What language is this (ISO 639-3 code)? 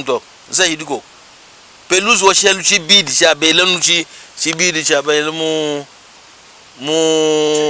lua